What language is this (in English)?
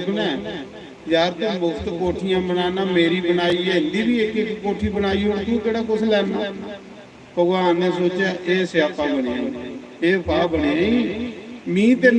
Dogri